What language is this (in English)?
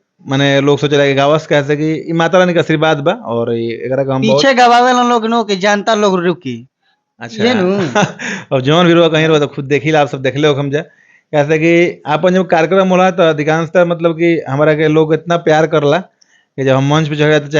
Bhojpuri